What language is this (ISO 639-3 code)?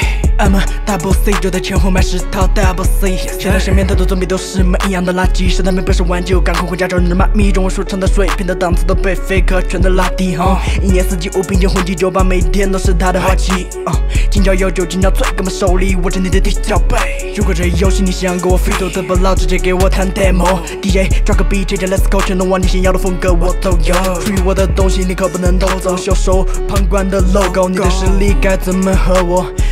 zho